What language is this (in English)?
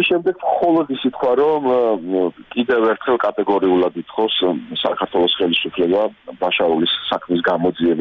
Georgian